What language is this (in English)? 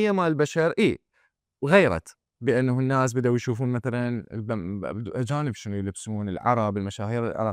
Mesopotamian Arabic